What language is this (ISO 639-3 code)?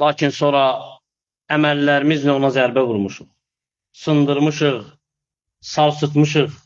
aze